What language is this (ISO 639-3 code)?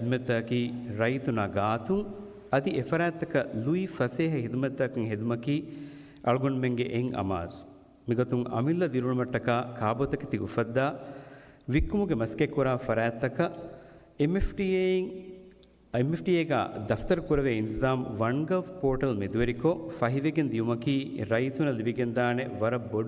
div